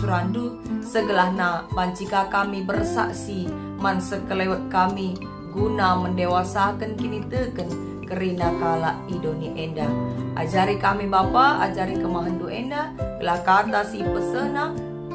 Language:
Batak Karo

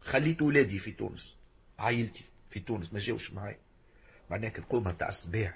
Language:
Tunisian Arabic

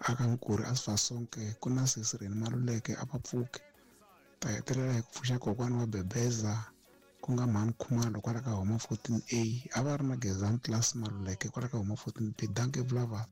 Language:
Tsonga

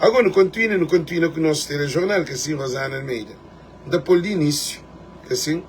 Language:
Kabuverdianu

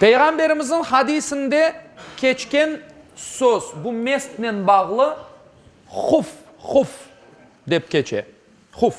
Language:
Crimean Tatar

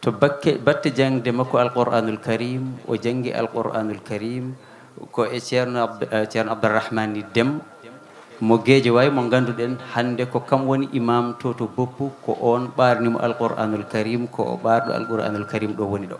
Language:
Fula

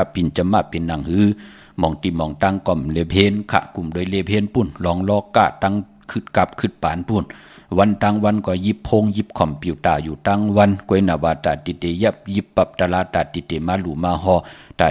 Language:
Shan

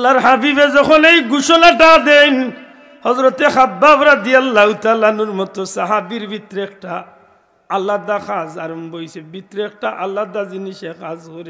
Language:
Sylheti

